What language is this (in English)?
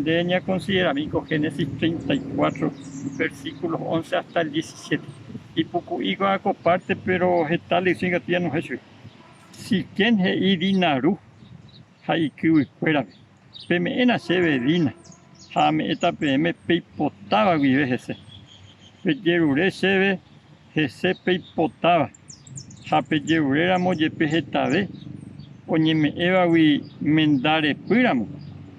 Guarani